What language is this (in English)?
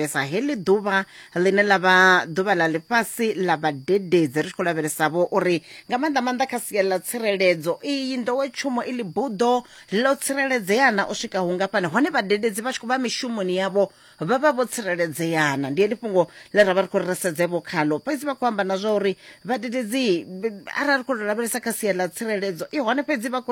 Venda